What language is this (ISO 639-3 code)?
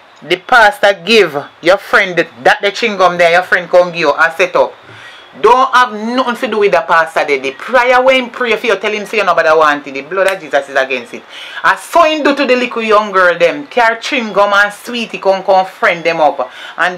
jam